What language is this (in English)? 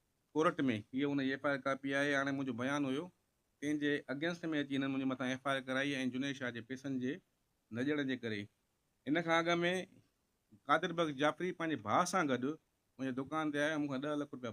Sindhi